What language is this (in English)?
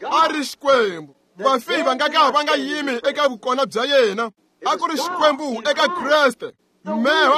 Tsonga